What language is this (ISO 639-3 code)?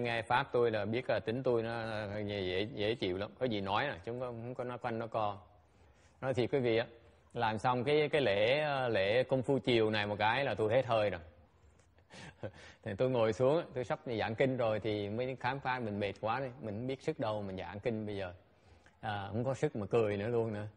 vie